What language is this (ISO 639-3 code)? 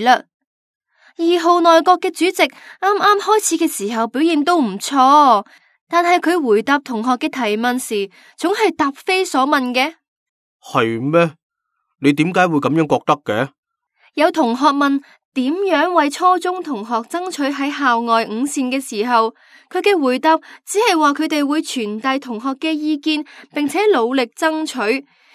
yue